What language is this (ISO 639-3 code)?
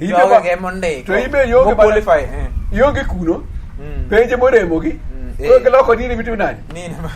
luo